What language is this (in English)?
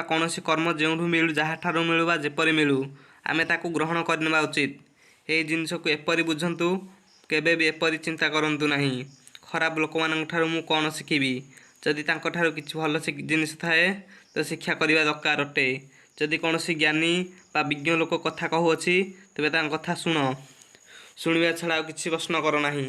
Odia